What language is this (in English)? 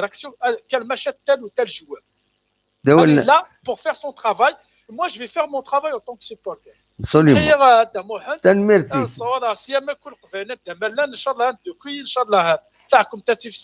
Kabyle